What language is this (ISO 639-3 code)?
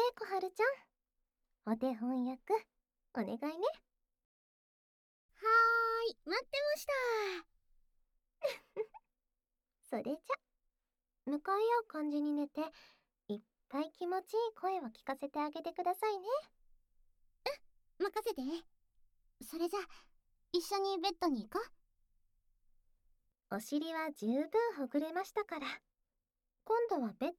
jpn